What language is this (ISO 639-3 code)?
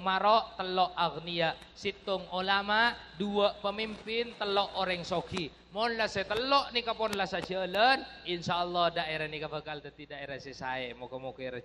mad